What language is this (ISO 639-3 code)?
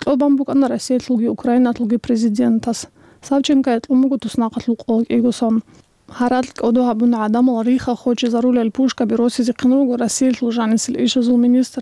ava